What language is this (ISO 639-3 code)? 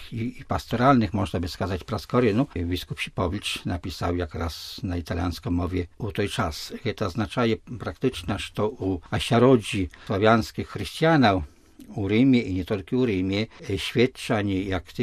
bel